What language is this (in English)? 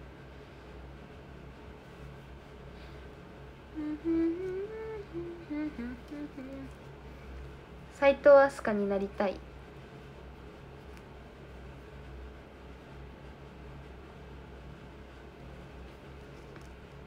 Japanese